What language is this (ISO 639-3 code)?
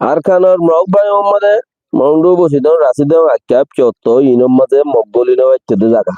rhg